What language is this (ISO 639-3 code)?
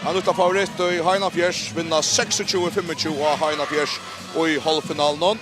fao